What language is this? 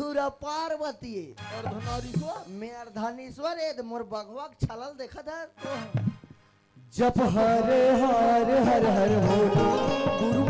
Chhattisgarhi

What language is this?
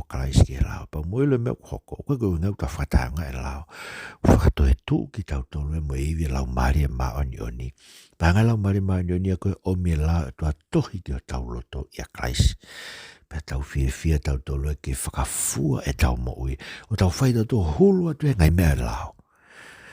Tongan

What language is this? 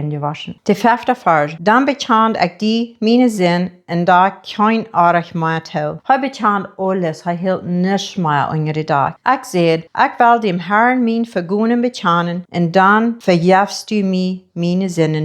Plautdietsch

